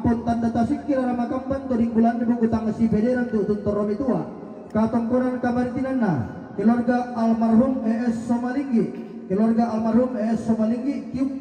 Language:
Toraja-Sa'dan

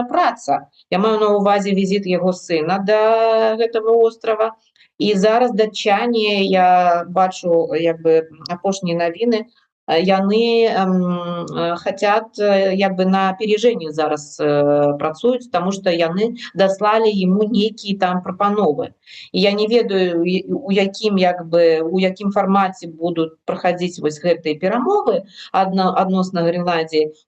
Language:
Belarusian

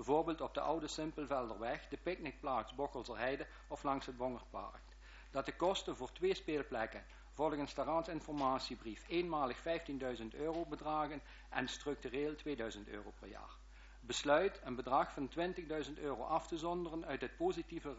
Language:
Dutch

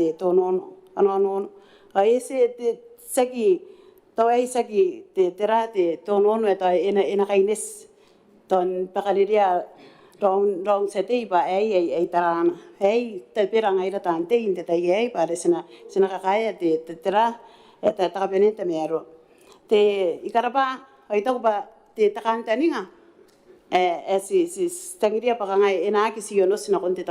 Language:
Gilbertese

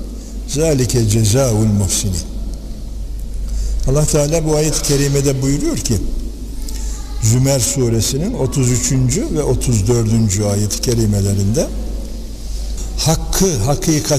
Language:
Turkish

